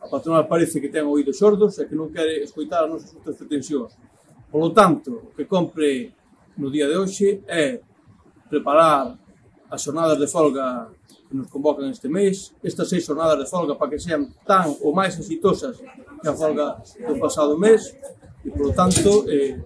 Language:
Galician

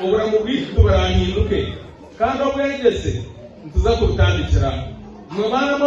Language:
Nyankole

